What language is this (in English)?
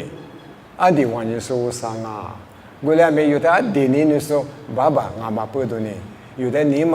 Lisu